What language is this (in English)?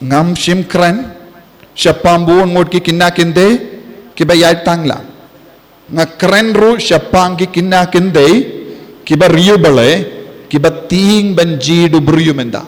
Khasi